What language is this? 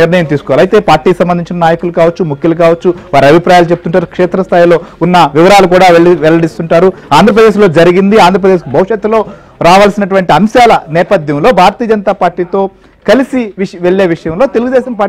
Telugu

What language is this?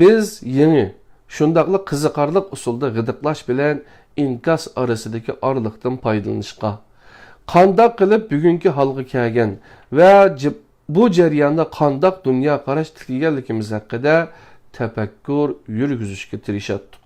Uyghur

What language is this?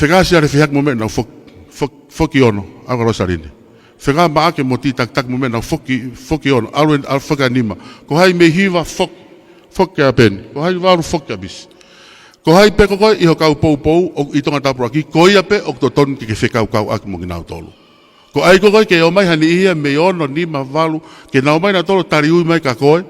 Tongan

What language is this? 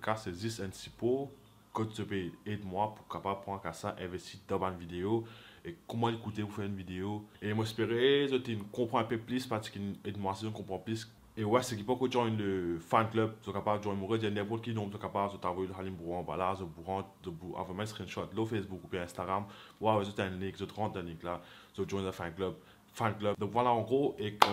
Morisyen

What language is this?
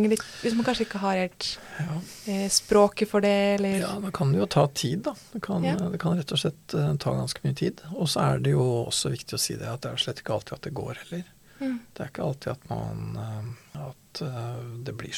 Norwegian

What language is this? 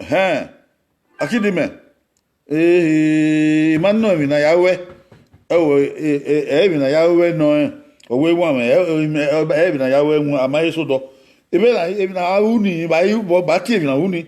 Bini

